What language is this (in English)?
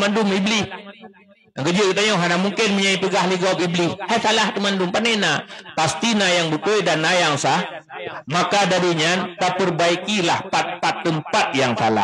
Achinese